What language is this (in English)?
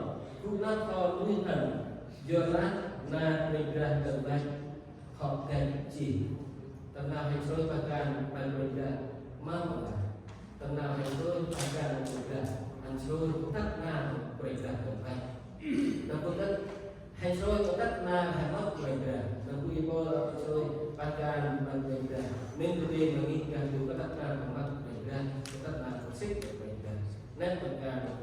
Central Mnong